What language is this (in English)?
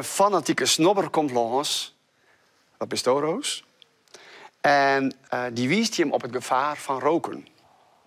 Western Frisian